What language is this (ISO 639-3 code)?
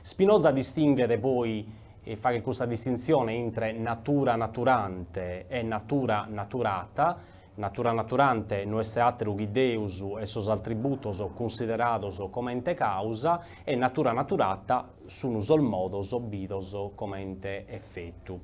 srd